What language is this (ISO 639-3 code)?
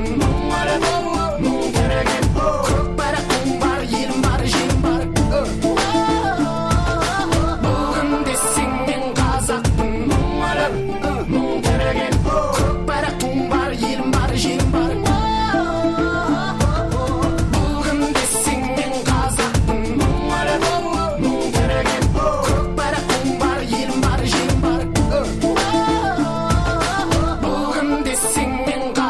kaz